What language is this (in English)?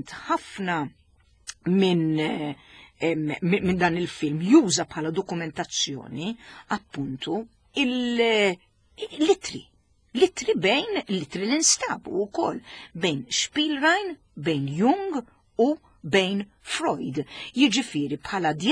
Maltese